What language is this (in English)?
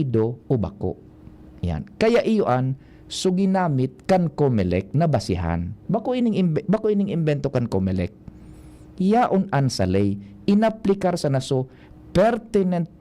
Bikol